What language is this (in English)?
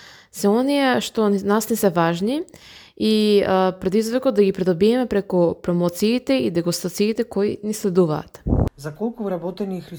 Macedonian